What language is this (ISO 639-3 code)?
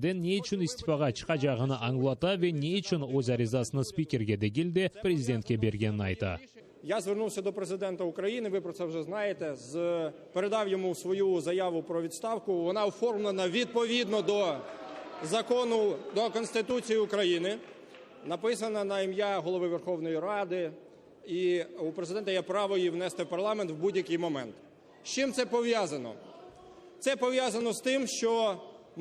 crh